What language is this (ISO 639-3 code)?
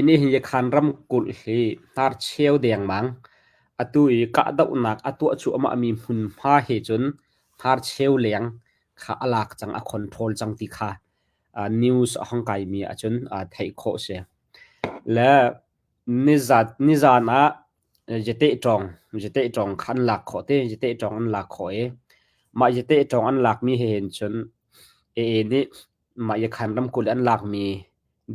cnh